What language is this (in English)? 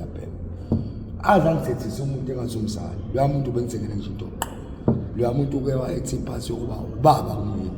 Zulu